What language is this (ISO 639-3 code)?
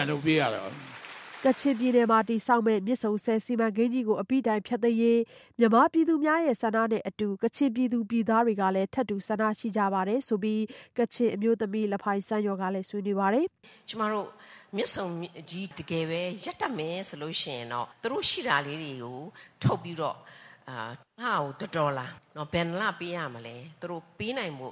mya